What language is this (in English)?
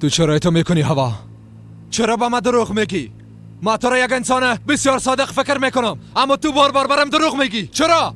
Persian